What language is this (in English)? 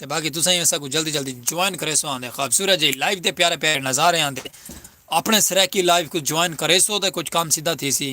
Saraiki